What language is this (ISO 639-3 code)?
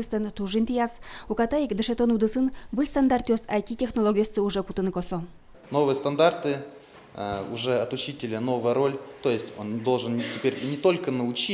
udm